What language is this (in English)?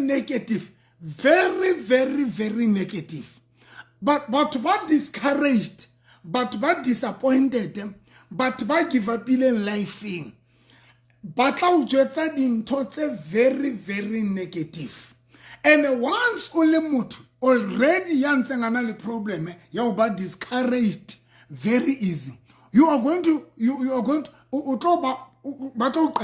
Southern Sotho